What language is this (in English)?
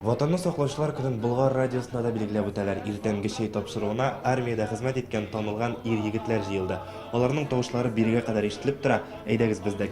Tatar